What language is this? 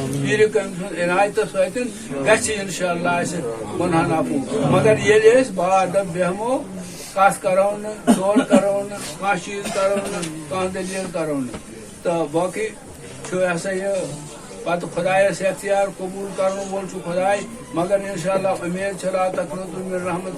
Kashmiri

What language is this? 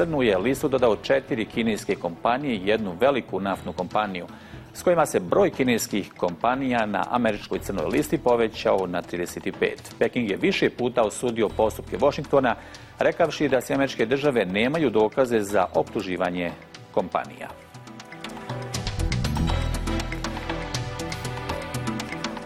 Bosnian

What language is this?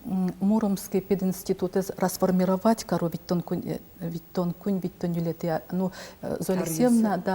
Udmurt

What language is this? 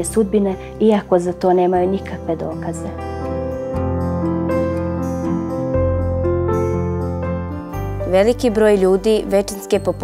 Bosnian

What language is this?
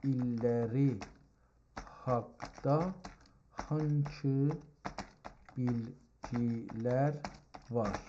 South Azerbaijani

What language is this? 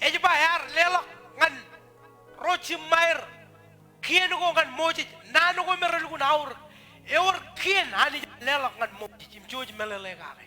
Marshallese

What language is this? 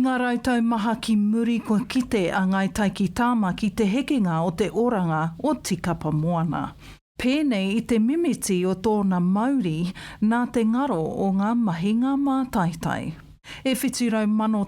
Māori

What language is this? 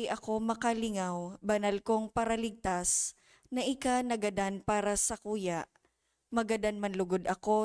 Bikol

